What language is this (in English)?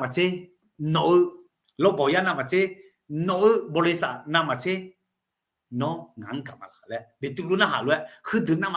Akha